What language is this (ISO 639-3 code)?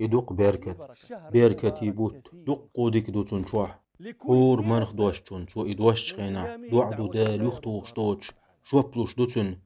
che